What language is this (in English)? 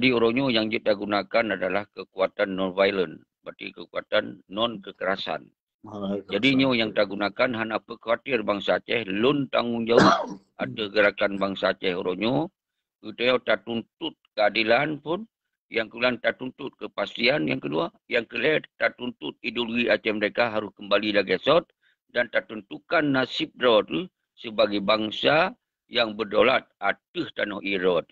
Achinese